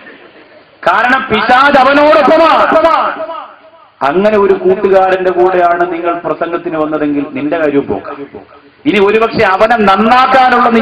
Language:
Malayalam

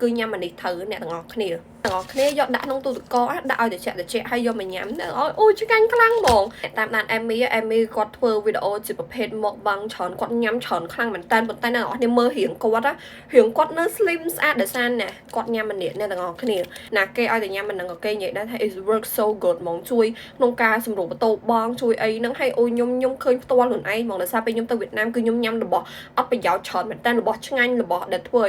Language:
Khmer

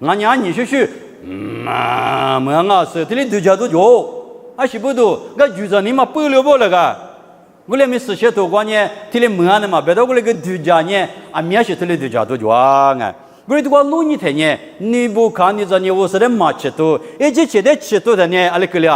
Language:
Lisu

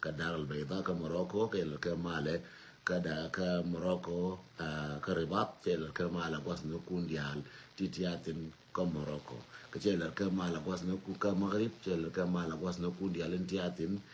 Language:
Nuer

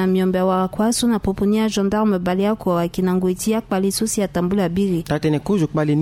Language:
Sango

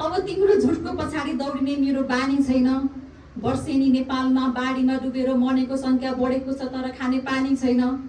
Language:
Nepali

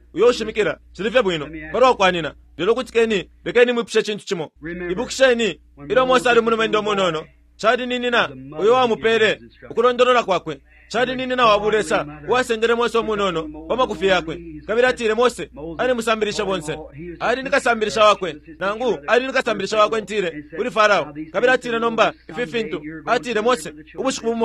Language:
Bemba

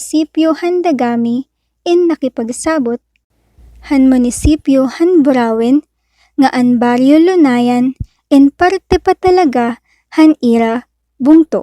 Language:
Waray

